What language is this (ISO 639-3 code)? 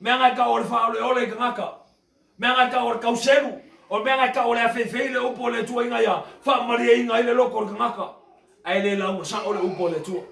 smo